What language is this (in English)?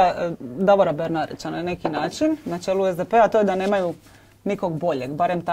Croatian